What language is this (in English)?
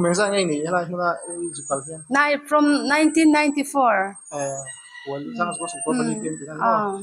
Mizo